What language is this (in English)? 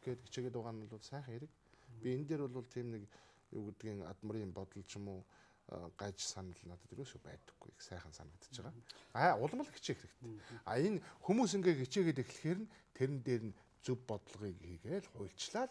Mongolian